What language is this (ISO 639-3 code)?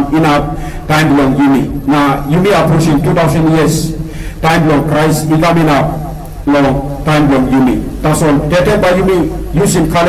tpi